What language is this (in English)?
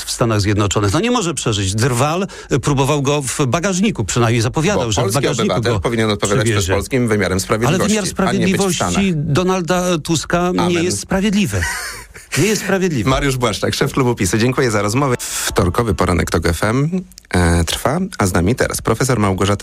Polish